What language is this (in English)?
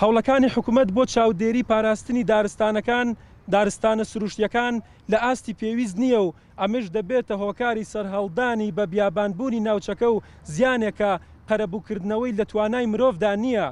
Central Kurdish